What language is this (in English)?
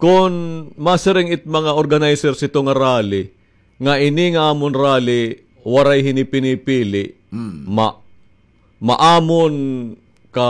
Waray